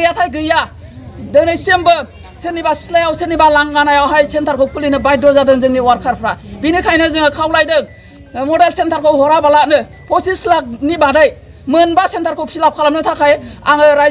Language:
Bodo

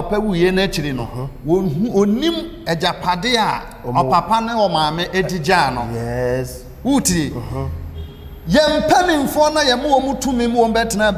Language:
Akan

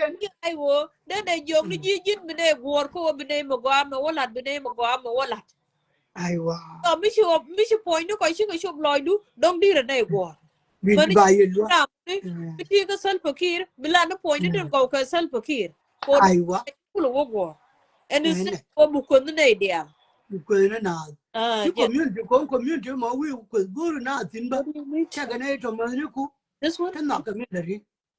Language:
Nuer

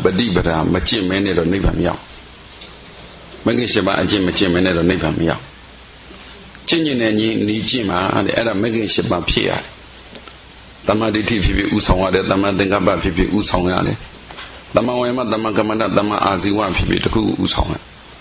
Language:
Burmese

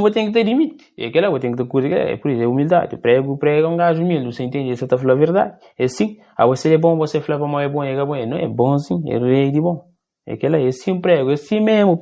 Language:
Kabuverdianu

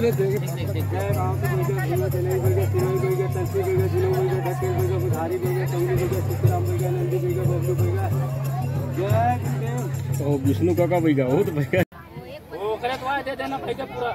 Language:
Chhattisgarhi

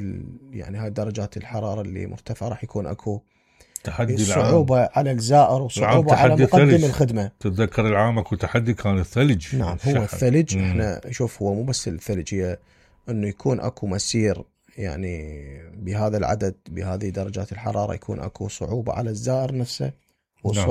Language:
Mesopotamian Arabic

